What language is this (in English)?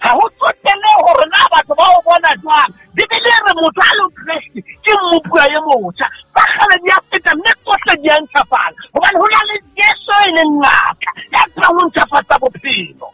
Southern Sotho